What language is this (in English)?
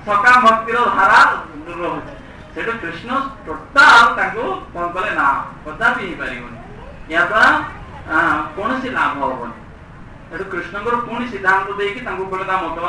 Odia